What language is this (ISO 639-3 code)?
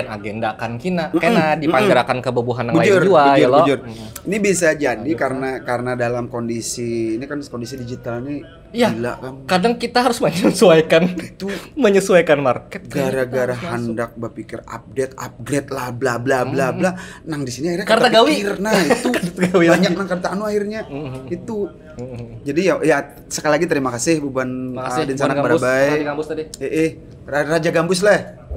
bjn